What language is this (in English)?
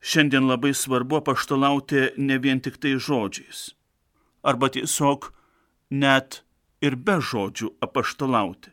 Lithuanian